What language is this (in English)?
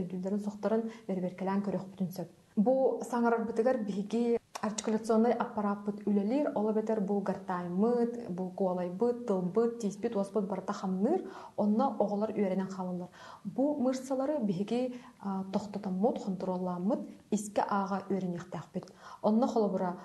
Yakut